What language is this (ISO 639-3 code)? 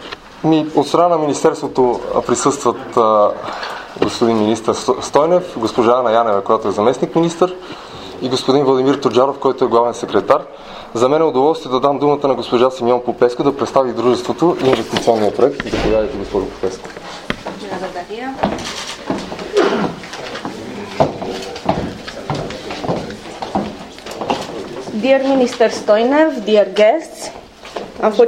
bul